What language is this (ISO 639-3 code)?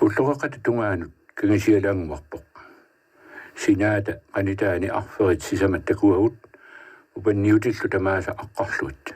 kal